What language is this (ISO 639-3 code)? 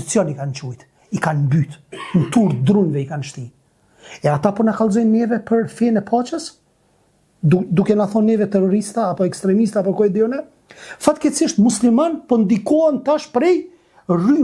sqi